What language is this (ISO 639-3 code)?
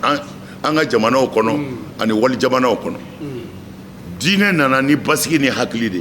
bam